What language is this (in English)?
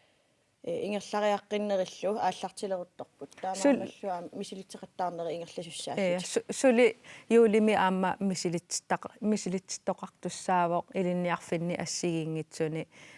Kalaallisut